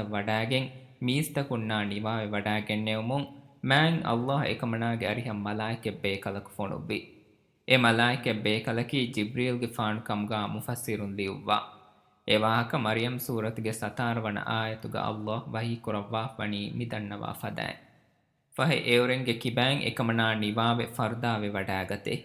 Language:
Divehi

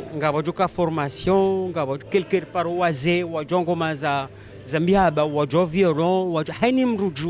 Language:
Ngazidja Comorian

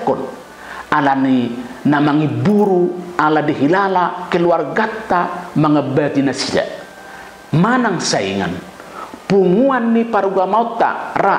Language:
Batak Toba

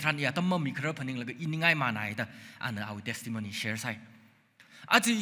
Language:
Tangkhul Naga (India)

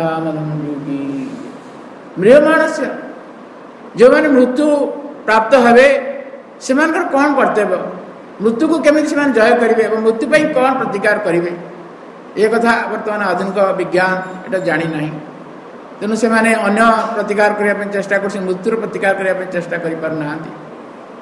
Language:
Odia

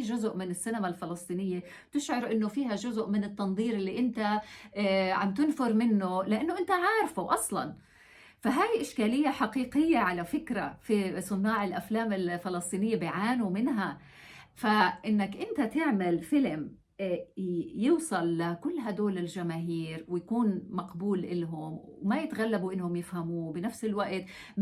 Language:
North Levantine Arabic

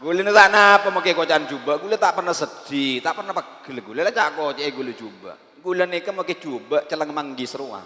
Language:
Madurese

